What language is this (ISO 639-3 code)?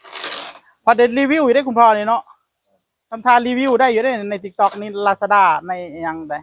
tts